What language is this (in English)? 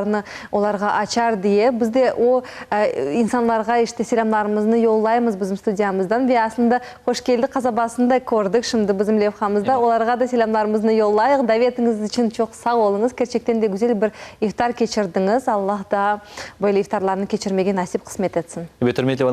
Crimean Tatar